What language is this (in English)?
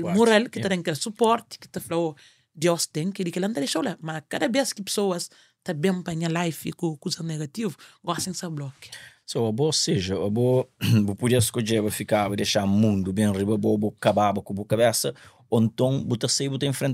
Kabuverdianu